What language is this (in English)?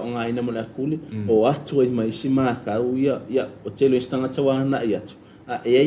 Samoan